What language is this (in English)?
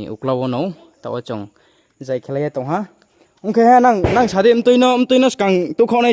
Riang (India)